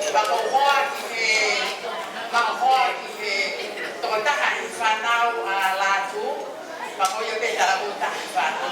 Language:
Tongan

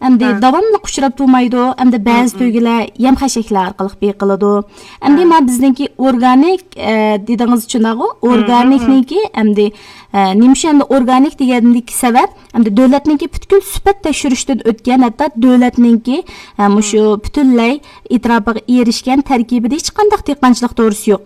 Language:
Uyghur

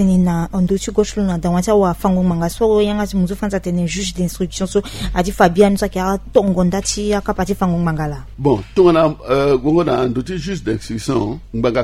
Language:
Sango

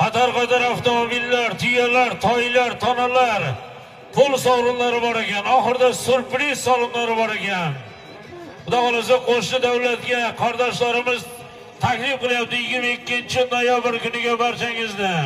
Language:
Uzbek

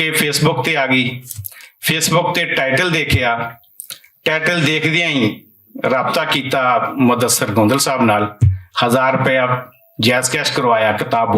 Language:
Western Panjabi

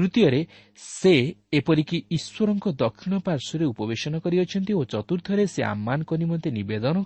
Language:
Odia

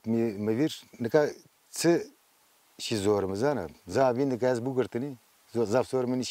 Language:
Zaza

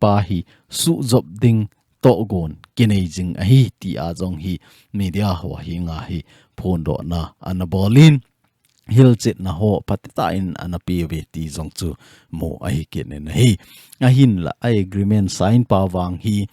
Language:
Thado Chin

